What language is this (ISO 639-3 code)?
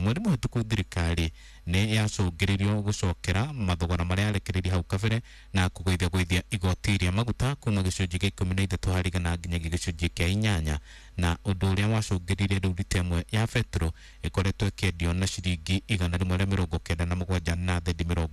kik